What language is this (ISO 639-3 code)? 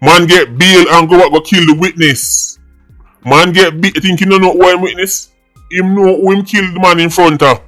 jam